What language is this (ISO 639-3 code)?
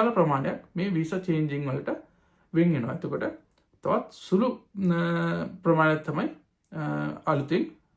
sin